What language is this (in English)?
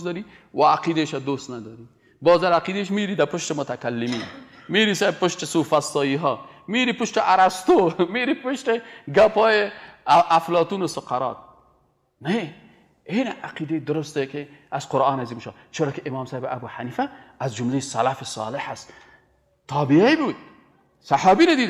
Persian